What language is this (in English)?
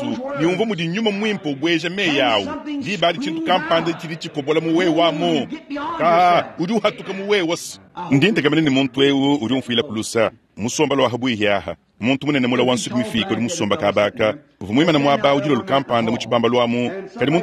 Luba-Lulua